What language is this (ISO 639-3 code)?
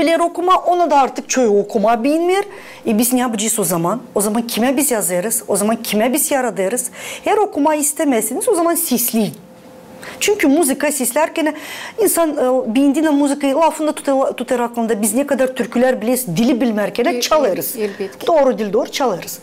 gag